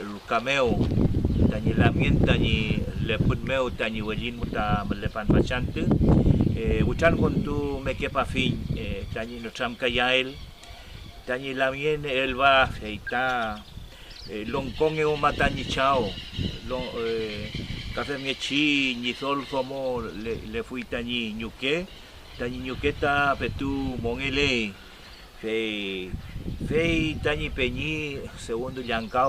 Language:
Mapuche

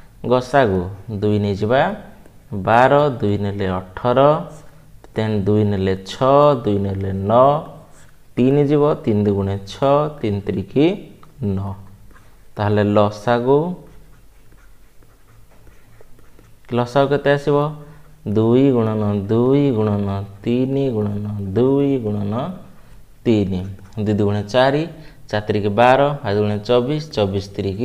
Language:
Odia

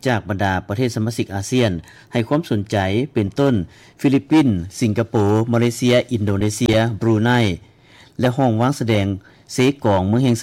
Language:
Lao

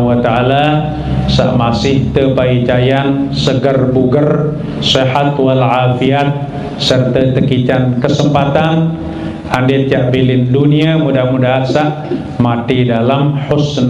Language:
Sasak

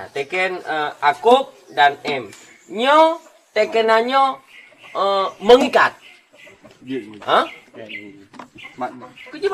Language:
Achinese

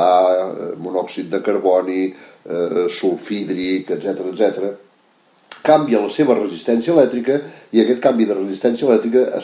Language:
Catalan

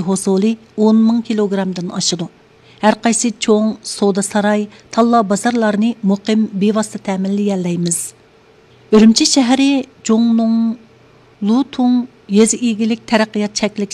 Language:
Uyghur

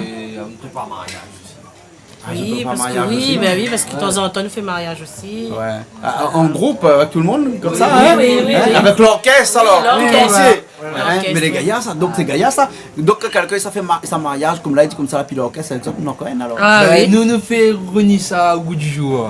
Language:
Réunion Creole French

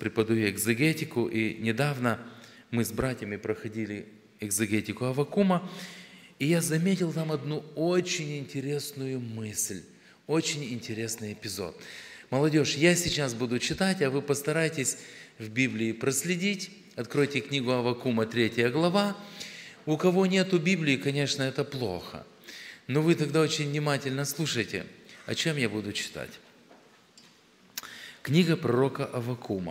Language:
Russian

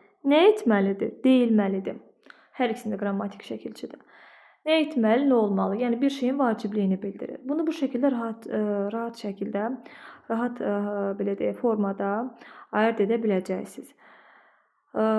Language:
Azerbaijani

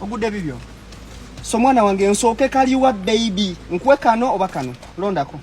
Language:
Ganda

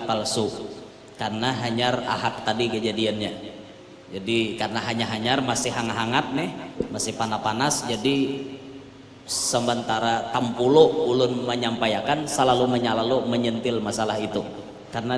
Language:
Banjar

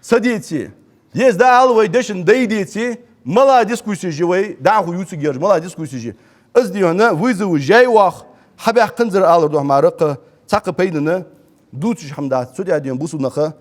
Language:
Ingush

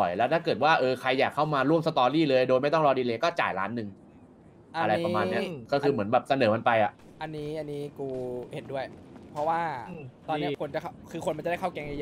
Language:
Thai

